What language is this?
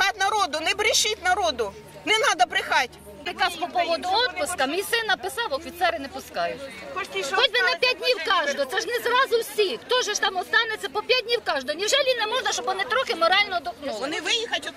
Ukrainian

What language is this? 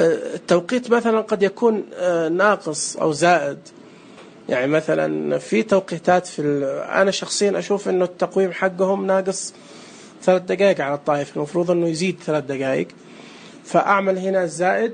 Najdi Arabic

